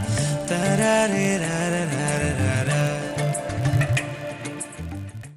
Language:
Kannada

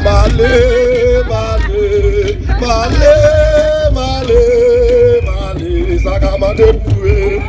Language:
Haitian Creole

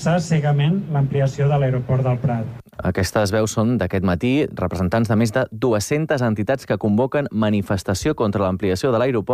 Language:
Catalan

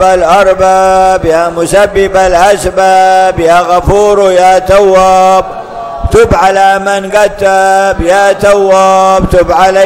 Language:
Arabic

